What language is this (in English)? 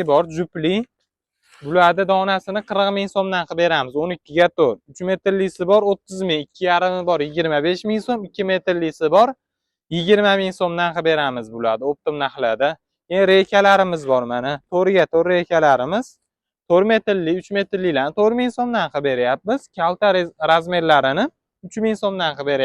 Uzbek